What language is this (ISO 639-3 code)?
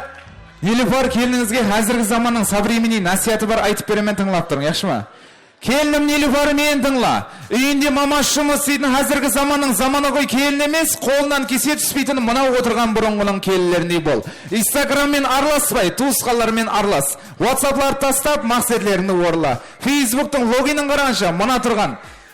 kaa